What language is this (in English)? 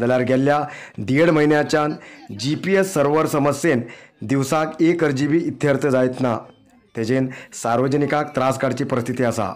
Konkani